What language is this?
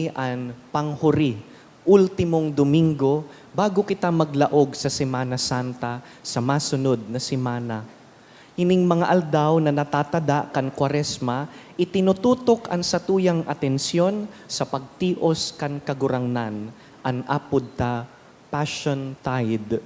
Bikol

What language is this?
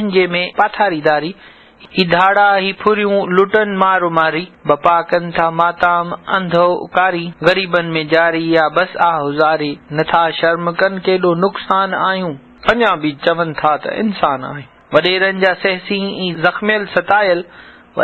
Sindhi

